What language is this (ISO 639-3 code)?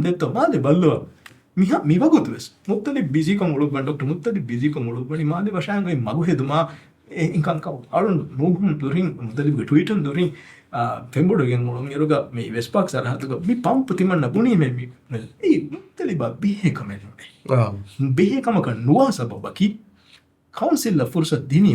div